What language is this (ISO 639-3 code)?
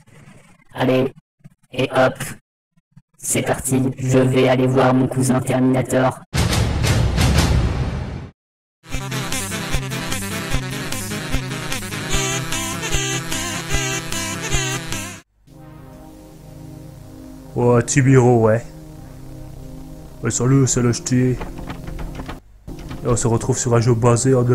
fra